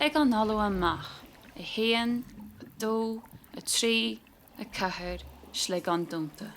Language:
Irish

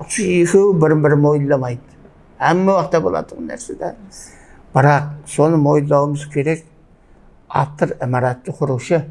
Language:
Kara-Kalpak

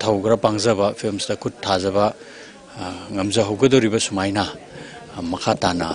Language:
Manipuri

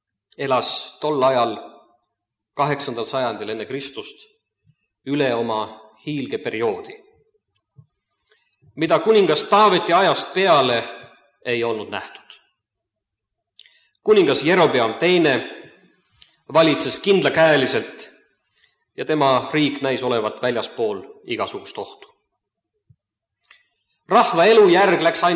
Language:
Estonian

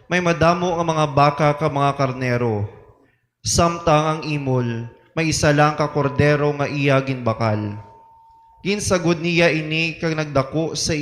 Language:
Hiligaynon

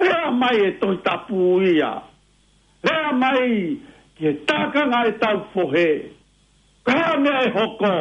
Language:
Tongan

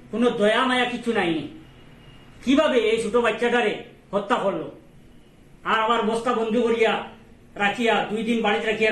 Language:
Sylheti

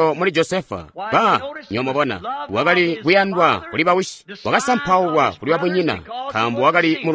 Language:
Tonga (Zambia)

